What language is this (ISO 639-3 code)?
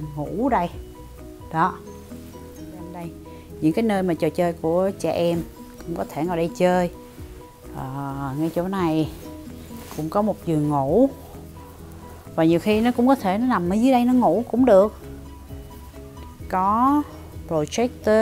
vie